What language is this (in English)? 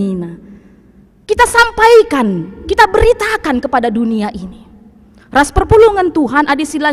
Batak Karo